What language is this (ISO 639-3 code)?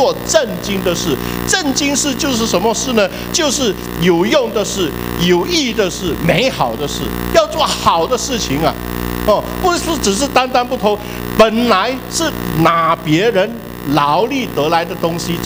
zho